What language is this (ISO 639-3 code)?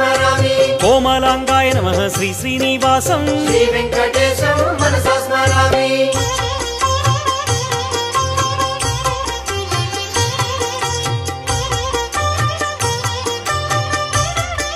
san